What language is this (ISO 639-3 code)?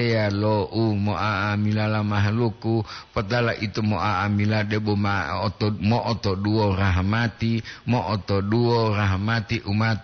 gor